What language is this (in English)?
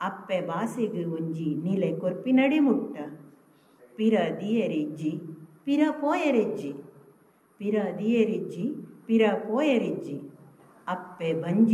Tulu